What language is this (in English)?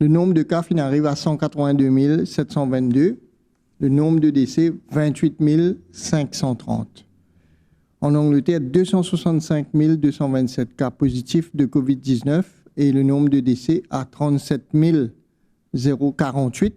Morisyen